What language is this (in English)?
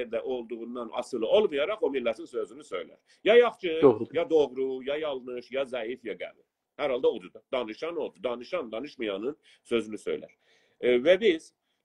South Azerbaijani